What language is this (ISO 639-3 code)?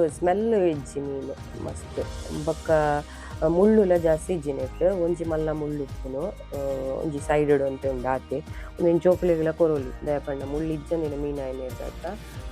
tcy